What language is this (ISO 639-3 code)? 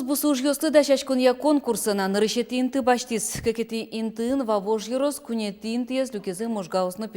udm